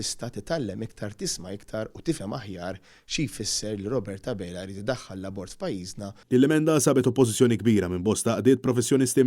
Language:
Maltese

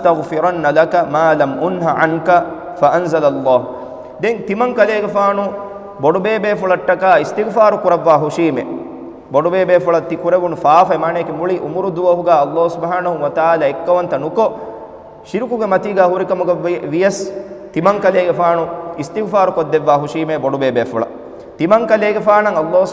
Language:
Divehi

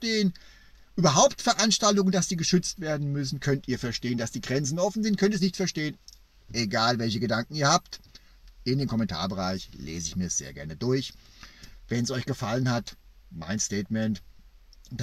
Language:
German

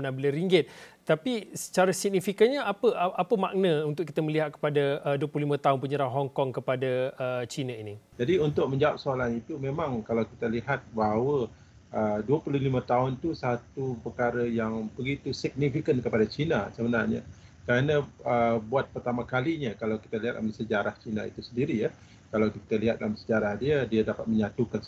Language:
Malay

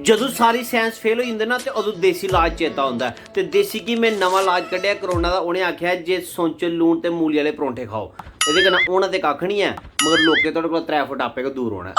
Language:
Dogri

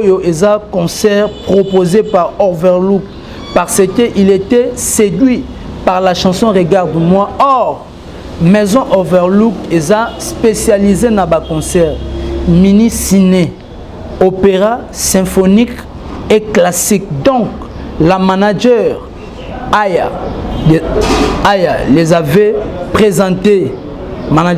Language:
Lingala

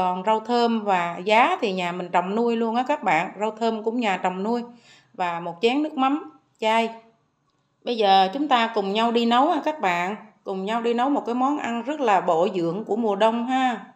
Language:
Vietnamese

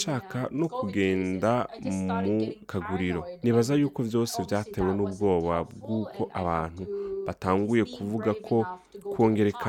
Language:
Rundi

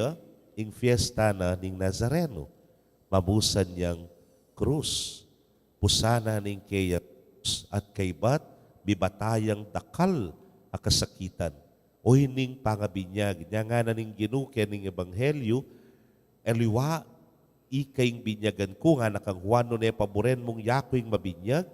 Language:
Pampanga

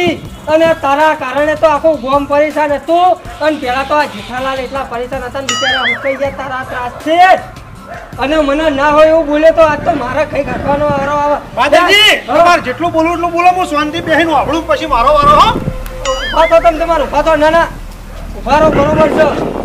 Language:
Gujarati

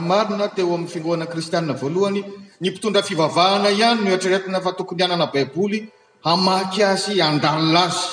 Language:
Malagasy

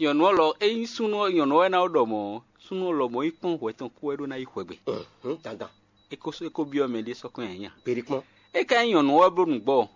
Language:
Fon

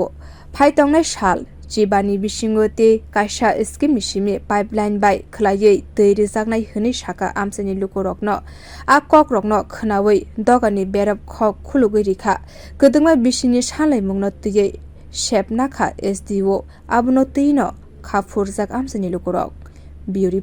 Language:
Kok Borok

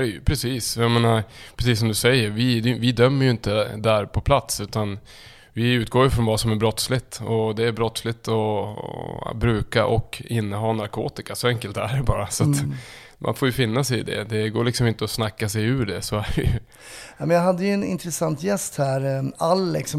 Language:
Swedish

